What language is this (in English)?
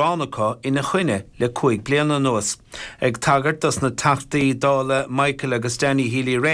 Irish